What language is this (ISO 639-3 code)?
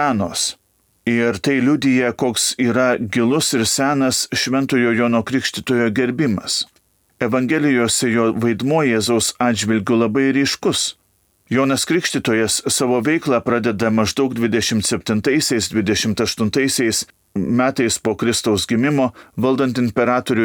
lit